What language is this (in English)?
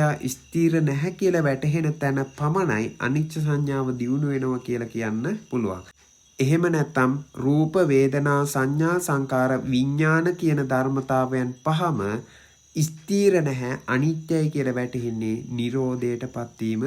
Sinhala